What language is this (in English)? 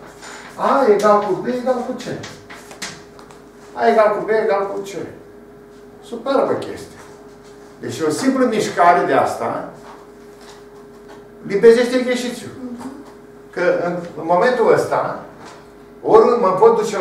Romanian